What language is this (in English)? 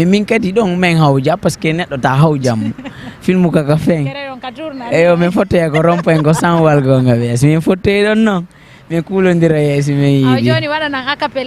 Fula